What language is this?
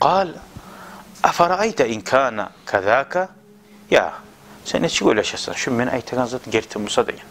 Kumyk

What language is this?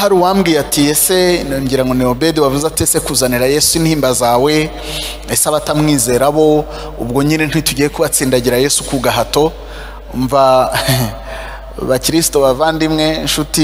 Kinyarwanda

